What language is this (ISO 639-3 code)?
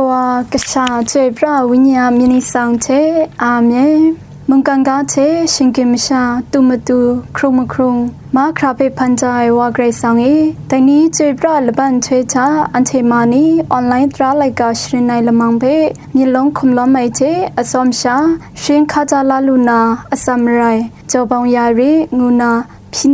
kac